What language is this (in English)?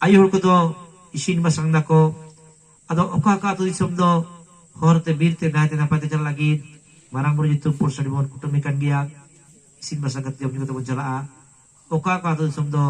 Santali